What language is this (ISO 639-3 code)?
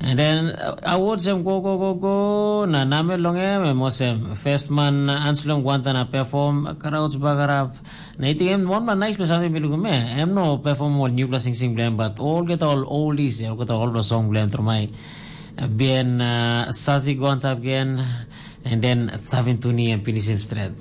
tpi